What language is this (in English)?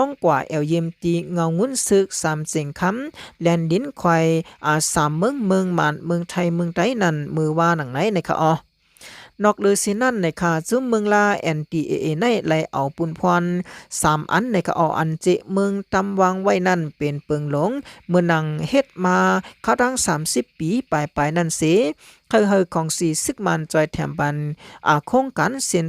Shan